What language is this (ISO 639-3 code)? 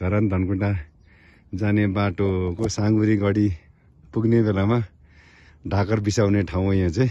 nep